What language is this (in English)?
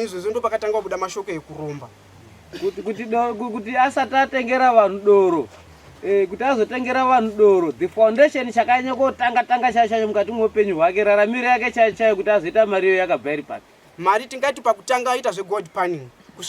Shona